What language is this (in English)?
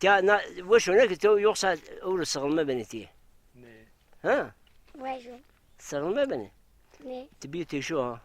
Zaza